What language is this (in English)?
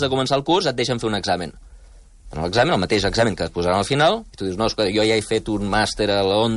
Catalan